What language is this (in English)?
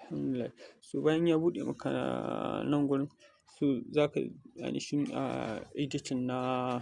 Hausa